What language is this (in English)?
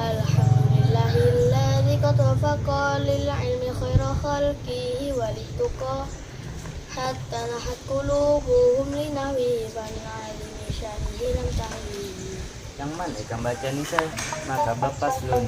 Banjar